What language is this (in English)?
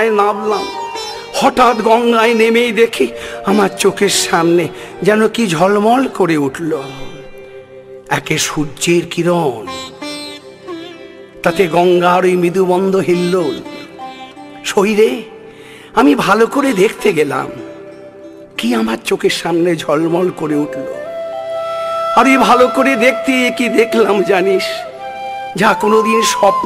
Bangla